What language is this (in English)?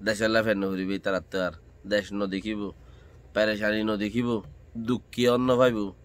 Rohingya